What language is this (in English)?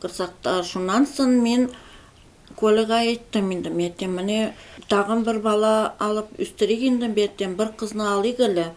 Tatar